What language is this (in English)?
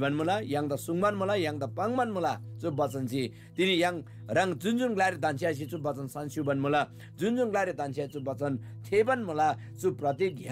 Eastern Tamang